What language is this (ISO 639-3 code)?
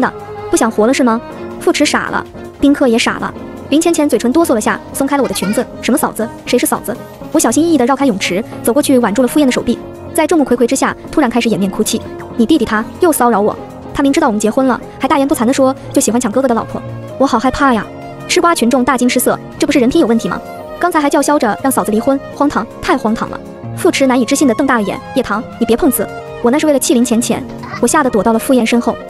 zho